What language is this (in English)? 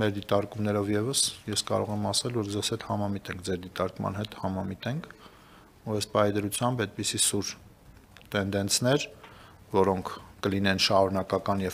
Armenian